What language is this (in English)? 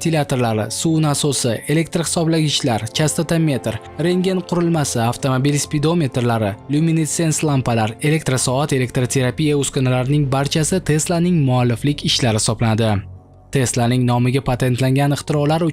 Uzbek